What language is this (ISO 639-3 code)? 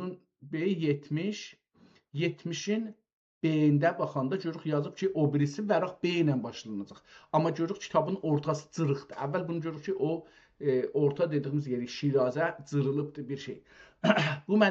azb